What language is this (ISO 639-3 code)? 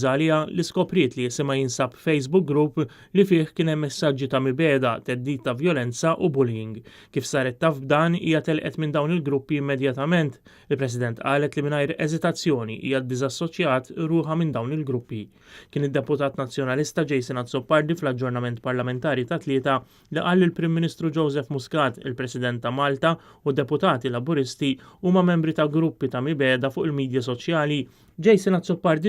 mlt